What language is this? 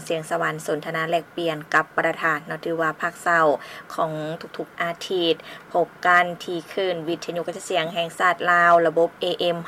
Lao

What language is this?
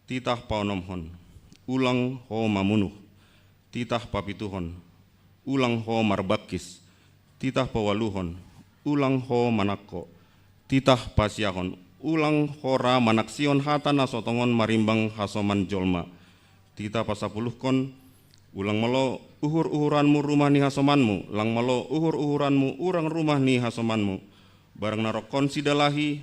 Batak Simalungun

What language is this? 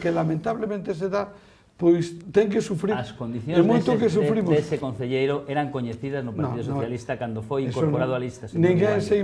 Galician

